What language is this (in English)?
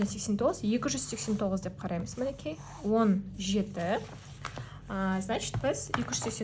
Kazakh